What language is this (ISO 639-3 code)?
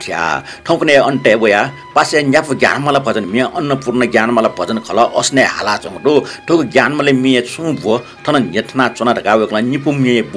new